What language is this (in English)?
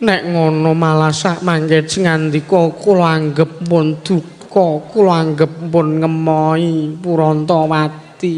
Javanese